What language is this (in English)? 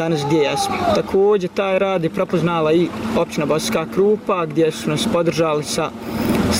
Bosnian